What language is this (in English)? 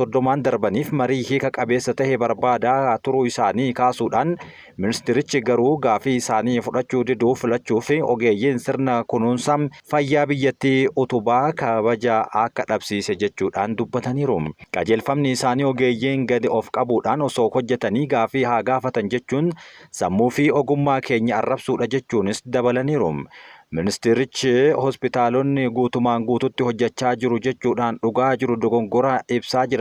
Oromo